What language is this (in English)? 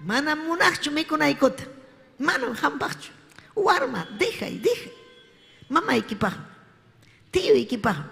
Ayacucho Quechua